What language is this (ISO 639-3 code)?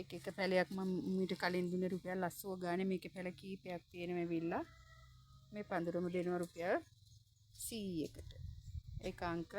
sin